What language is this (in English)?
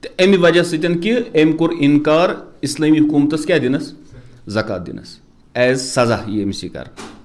Kashmiri